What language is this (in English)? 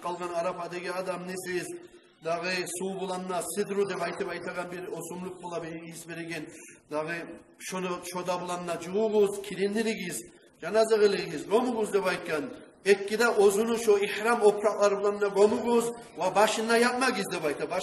Kumyk